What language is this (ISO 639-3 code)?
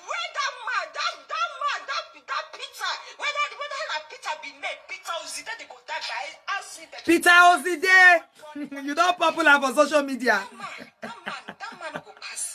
pcm